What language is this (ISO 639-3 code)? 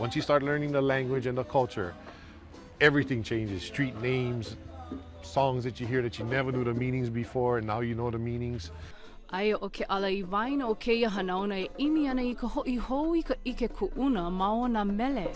haw